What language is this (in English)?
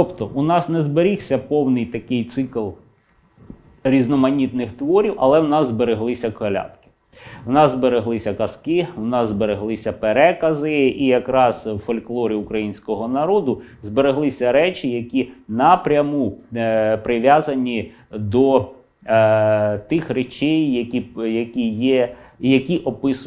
Ukrainian